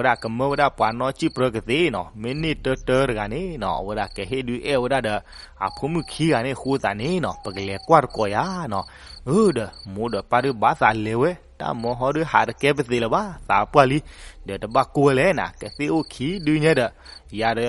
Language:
S'gaw Karen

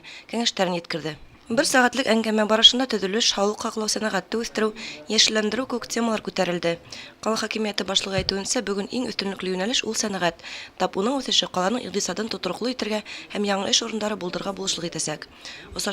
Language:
Bashkir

